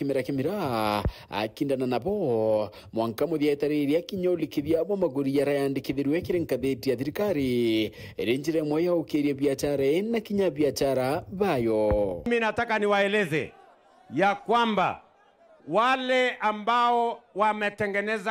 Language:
Meru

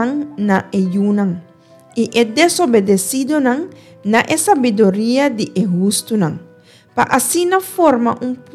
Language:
Papiamento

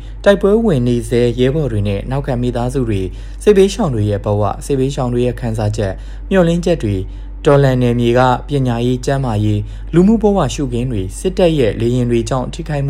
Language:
Burmese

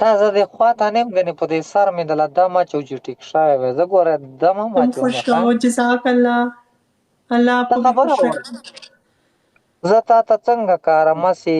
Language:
Pashto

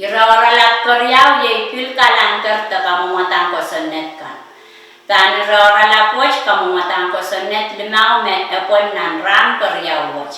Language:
Pohnpeian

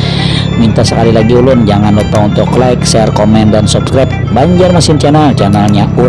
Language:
Banjar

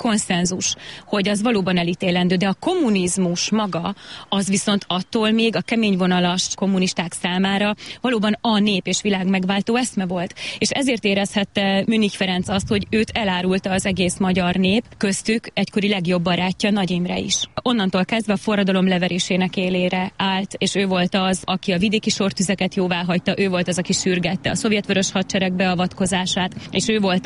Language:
Hungarian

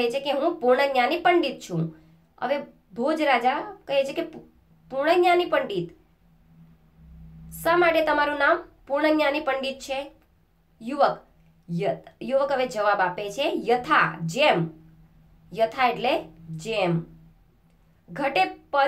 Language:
Gujarati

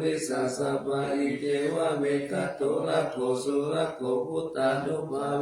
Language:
Pali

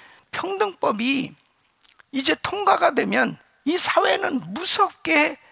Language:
Korean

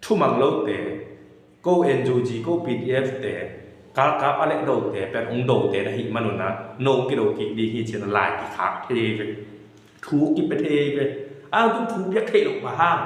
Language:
Tedim Chin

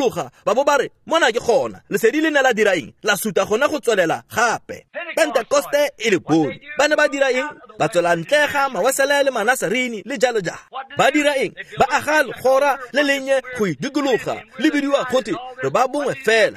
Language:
Tswana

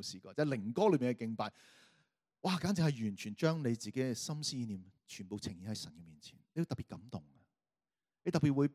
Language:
Cantonese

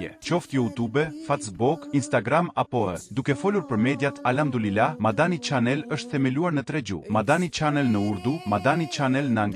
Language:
Albanian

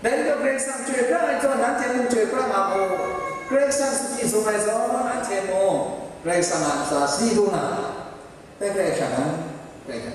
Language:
Kachin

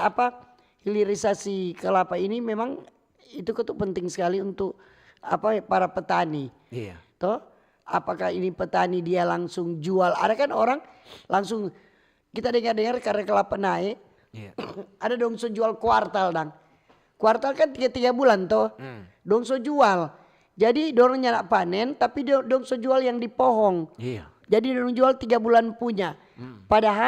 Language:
Manado Malay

